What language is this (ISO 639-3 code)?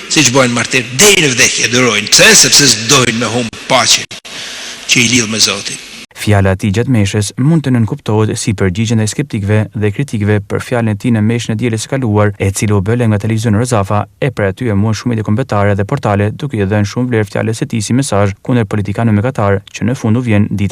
sqi